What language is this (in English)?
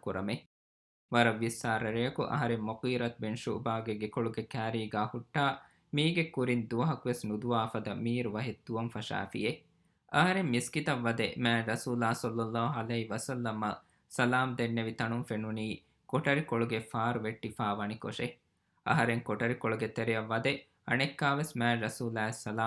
Divehi